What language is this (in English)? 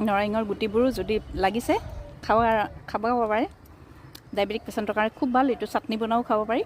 Assamese